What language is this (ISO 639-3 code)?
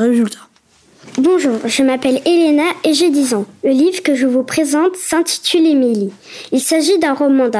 fra